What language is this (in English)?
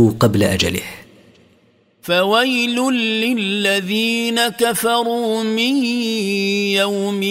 Arabic